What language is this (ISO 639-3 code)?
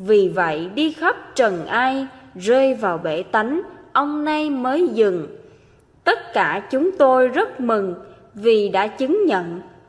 vie